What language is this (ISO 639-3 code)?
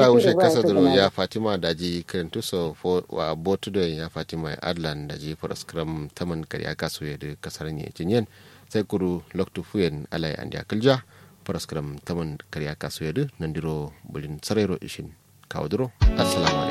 kau